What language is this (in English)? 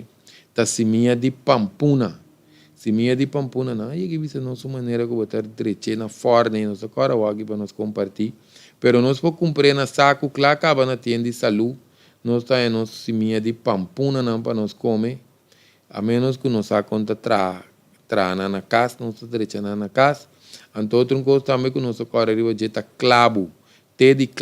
Papiamento